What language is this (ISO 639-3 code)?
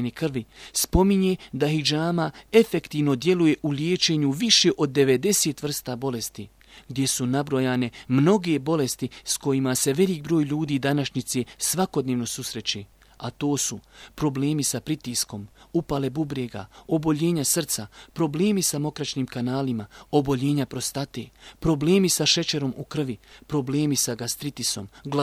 bos